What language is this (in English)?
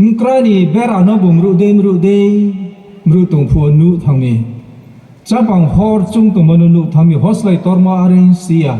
Riang (India)